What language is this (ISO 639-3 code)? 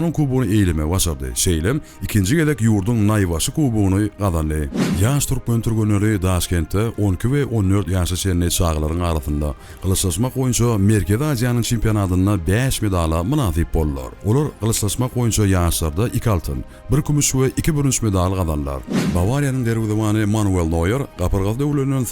tuk